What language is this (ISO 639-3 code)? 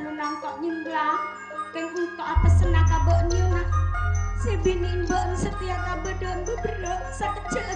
mad